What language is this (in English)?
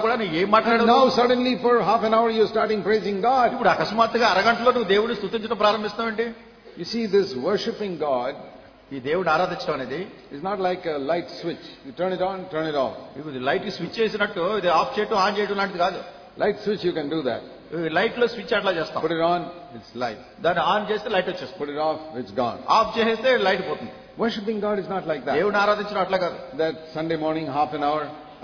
Telugu